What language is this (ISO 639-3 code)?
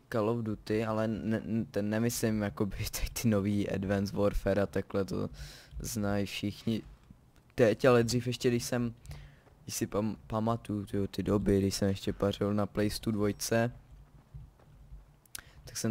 ces